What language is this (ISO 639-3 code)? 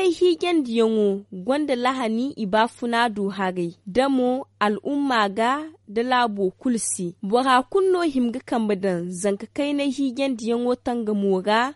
dje